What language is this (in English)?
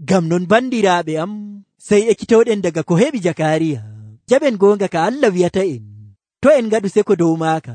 Nigerian Fulfulde